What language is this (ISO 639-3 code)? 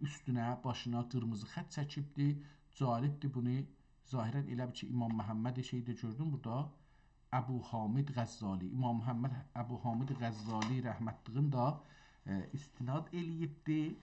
azb